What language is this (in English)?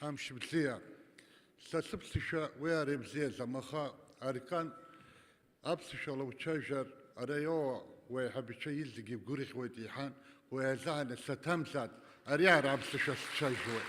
Abkhazian